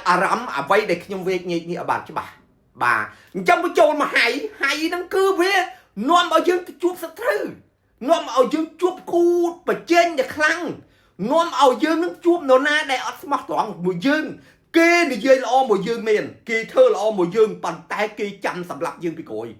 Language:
Khmer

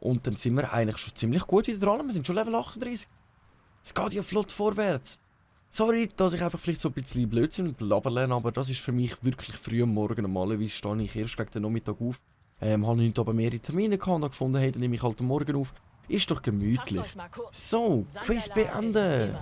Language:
Swiss German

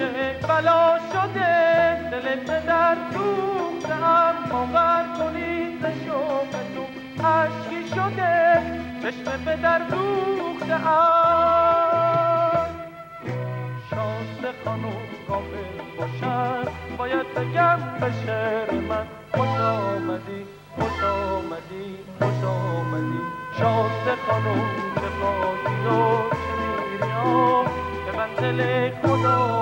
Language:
Persian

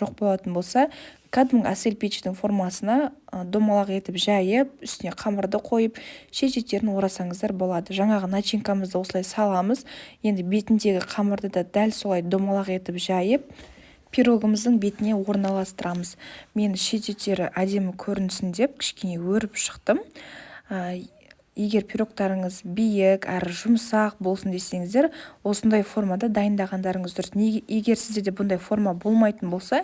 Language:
Kazakh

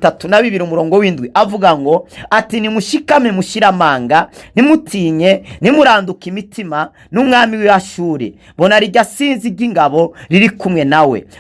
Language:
Rundi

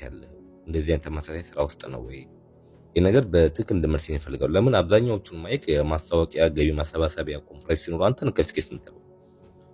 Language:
Amharic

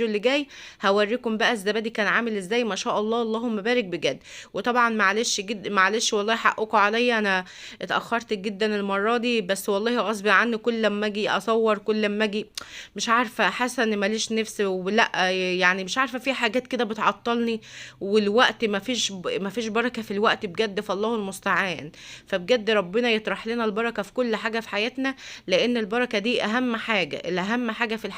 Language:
Egyptian Arabic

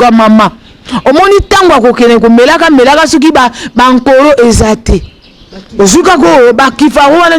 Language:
Lingala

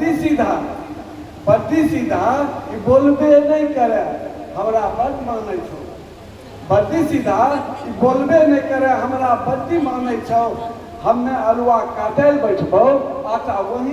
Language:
Angika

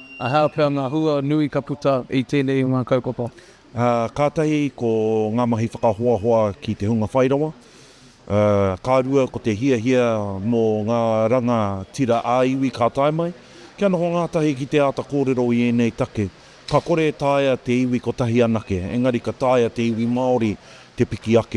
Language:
Māori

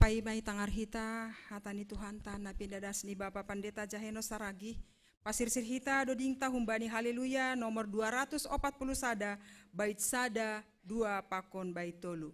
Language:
Batak Simalungun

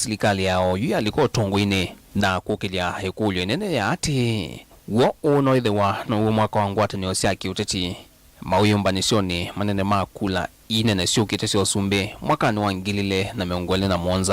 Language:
Kamba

